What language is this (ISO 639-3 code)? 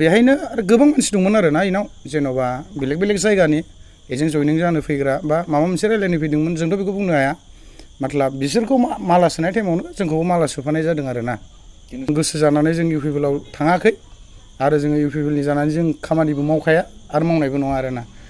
brx